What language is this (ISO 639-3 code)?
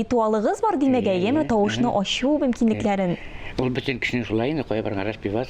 tat